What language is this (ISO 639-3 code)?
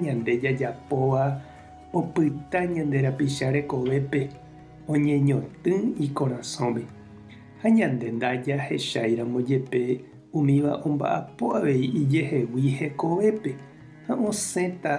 grn